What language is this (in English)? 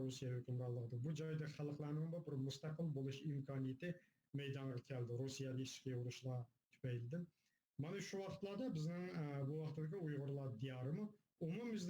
Uyghur